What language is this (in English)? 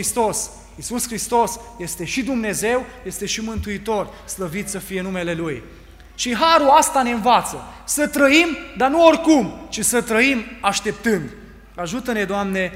Romanian